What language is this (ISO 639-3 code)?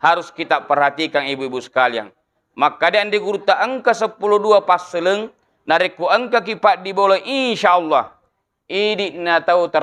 bug